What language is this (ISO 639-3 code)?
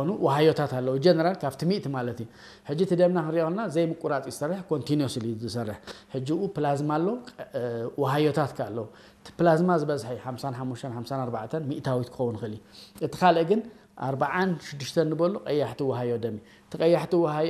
tir